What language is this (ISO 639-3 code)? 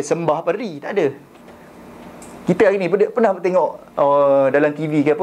msa